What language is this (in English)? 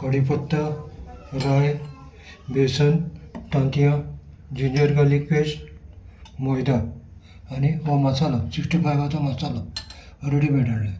Konkani